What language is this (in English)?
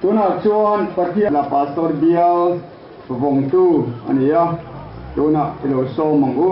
Mizo